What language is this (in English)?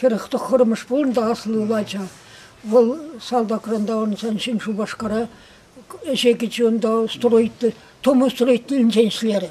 Chuvash